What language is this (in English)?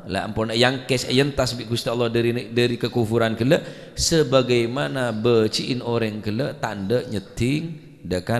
Madurese